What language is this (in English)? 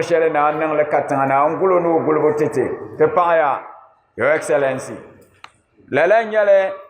Dagbani